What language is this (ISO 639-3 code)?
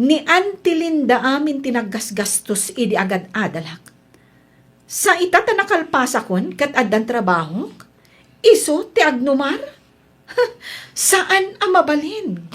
ilo